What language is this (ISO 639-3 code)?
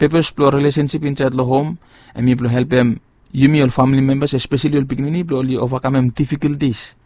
bis